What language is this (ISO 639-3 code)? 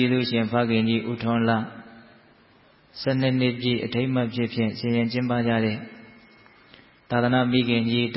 mya